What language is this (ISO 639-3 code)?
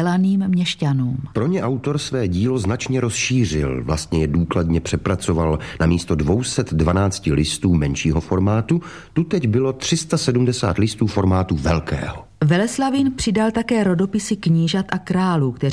ces